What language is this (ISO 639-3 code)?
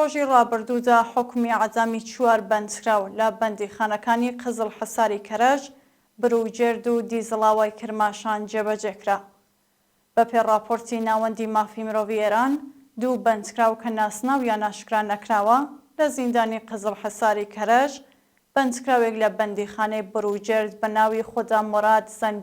ckb